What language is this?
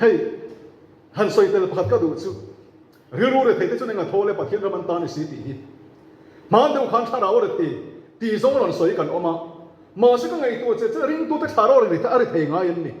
Mizo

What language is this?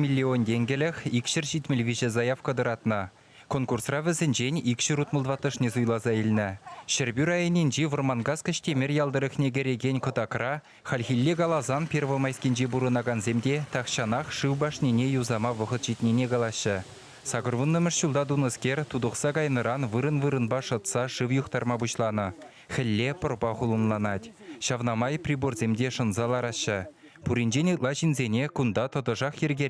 Chuvash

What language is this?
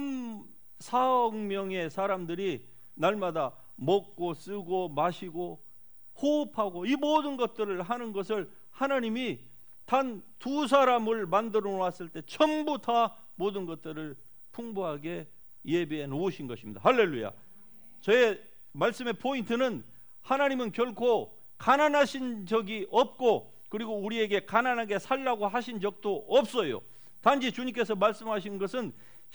Korean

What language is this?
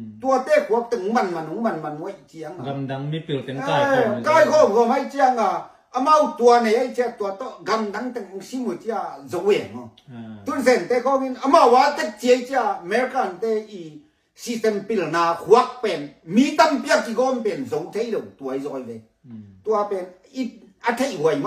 Tedim Chin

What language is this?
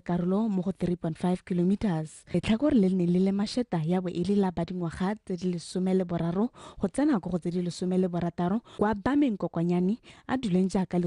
Tswana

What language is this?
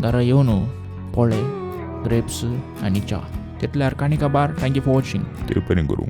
Konkani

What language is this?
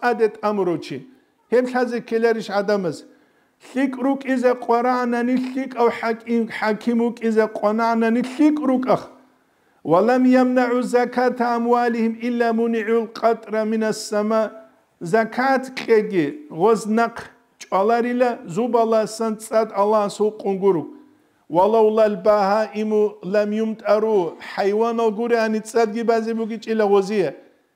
Avaric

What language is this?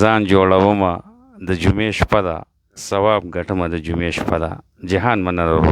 Pashto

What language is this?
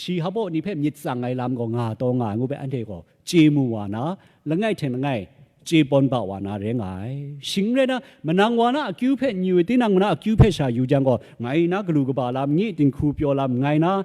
Kachin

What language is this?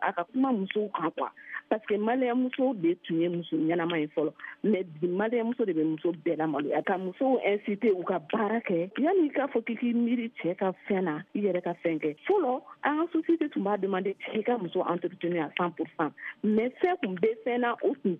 Bambara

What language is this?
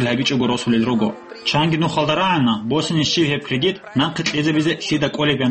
Avaric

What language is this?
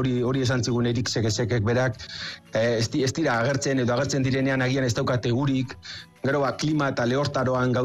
Basque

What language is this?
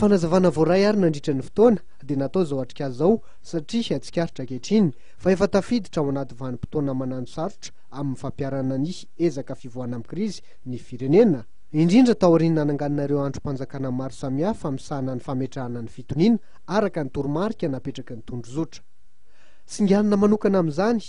Malagasy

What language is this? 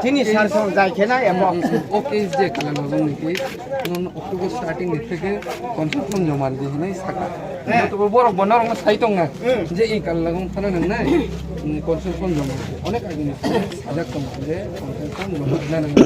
Riang (India)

